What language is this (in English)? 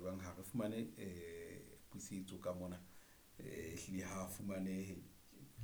Southern Sotho